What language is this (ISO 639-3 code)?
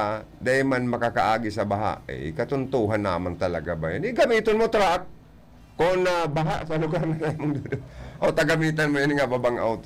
bik